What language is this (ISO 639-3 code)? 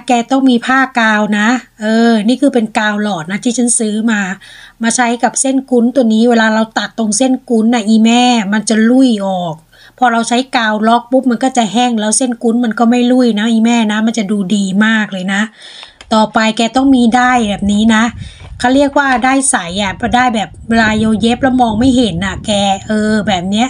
tha